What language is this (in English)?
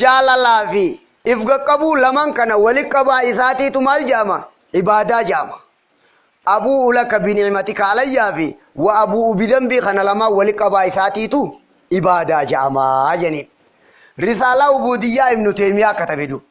Oromo